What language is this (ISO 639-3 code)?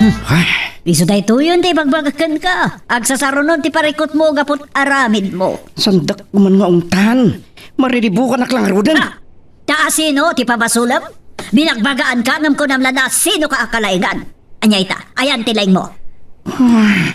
ilo